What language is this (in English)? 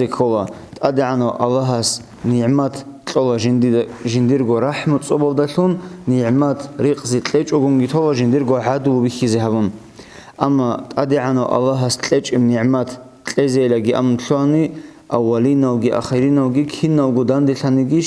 Avaric